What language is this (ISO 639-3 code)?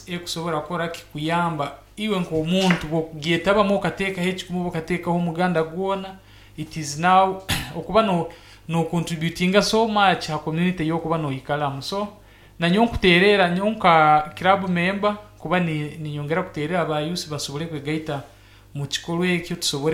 nyn